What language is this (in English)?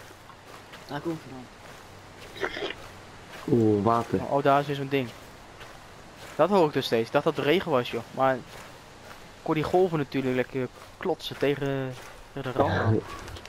Dutch